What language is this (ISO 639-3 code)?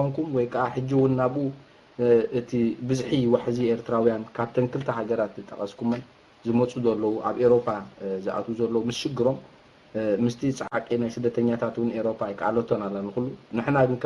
tir